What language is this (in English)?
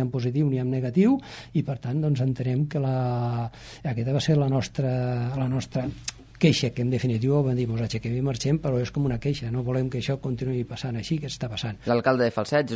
Catalan